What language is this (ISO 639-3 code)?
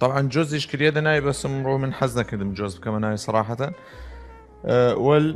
sdh